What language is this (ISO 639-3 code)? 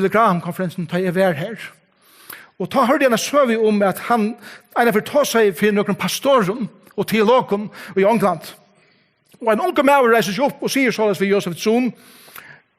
fao